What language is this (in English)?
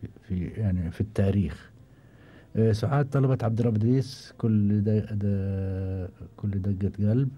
Gulf Arabic